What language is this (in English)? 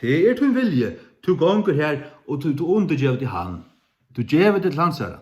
Faroese